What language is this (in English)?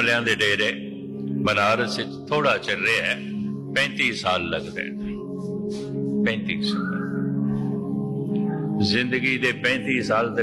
Punjabi